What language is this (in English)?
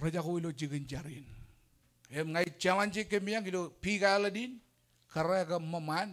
Marshallese